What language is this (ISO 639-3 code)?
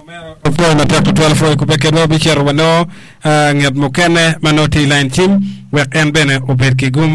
ach